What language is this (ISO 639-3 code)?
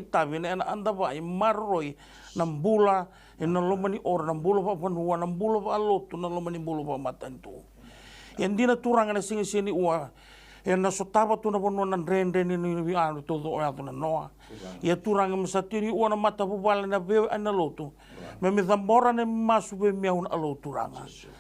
fij